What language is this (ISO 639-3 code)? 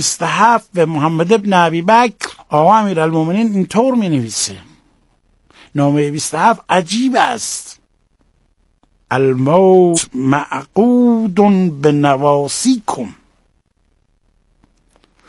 fas